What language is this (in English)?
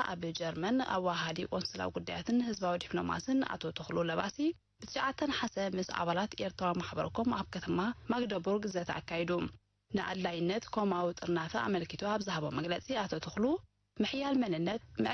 Tigrinya